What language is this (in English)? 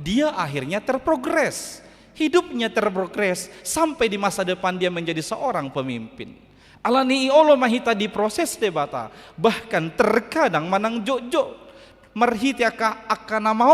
Batak Toba